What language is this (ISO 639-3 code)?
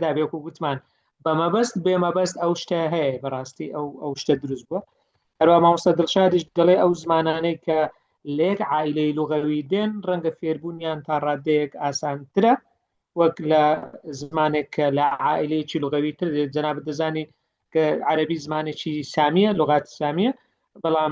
ckb